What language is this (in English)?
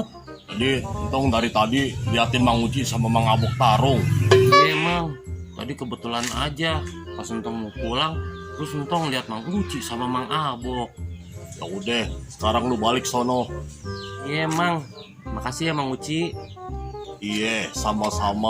Betawi